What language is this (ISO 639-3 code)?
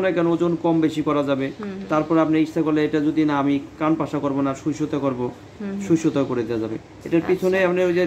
ben